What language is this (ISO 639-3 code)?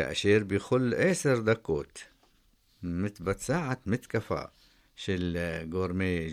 heb